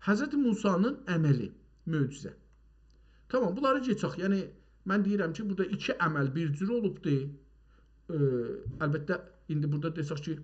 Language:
South Azerbaijani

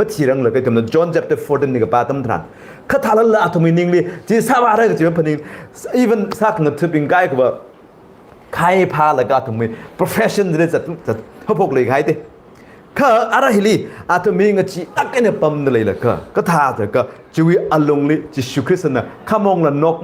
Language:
Tangkhul Naga (India)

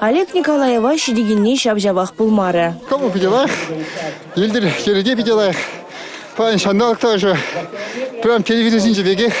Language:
Chuvash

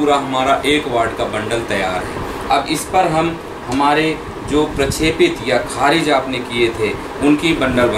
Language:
Hindi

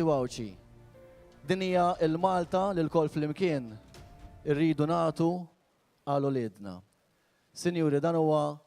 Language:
Maltese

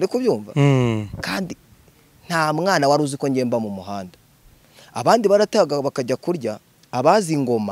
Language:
Kinyarwanda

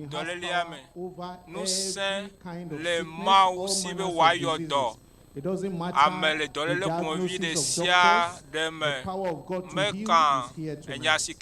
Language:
Ewe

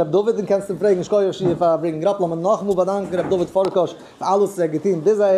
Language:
Yiddish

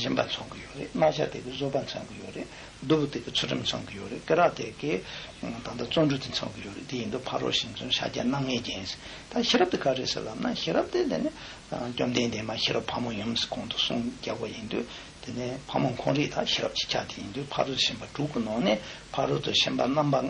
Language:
Tibetan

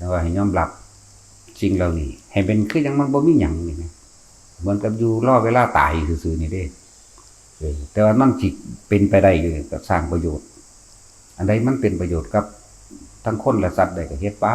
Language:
Northeastern Thai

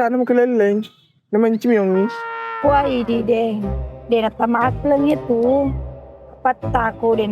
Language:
Buginese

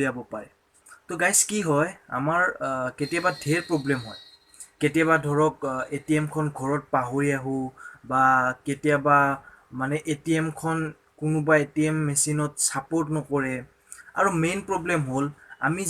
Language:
Assamese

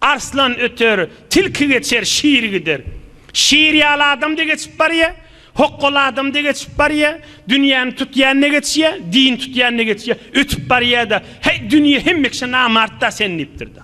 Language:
Turkmen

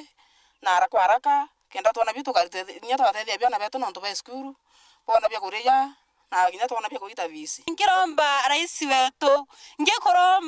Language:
Meru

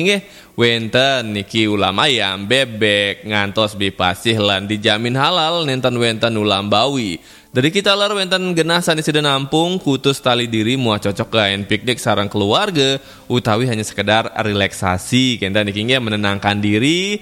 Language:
Balinese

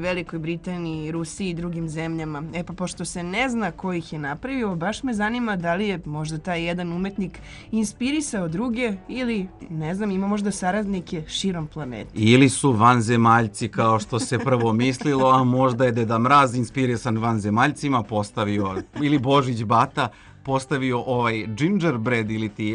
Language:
Serbian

